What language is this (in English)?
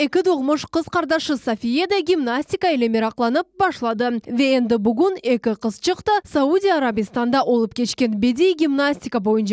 Crimean Tatar